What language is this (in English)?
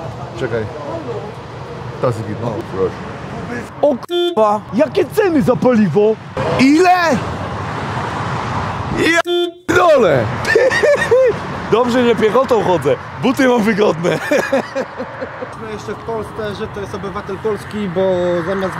Polish